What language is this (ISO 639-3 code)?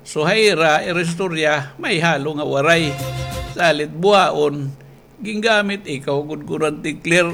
war